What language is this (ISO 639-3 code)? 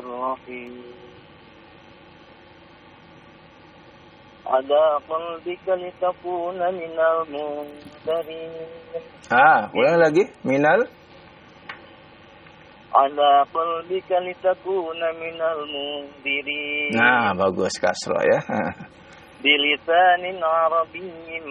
ind